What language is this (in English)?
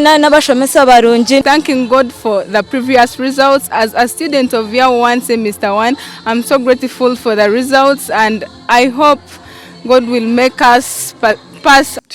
Nyankole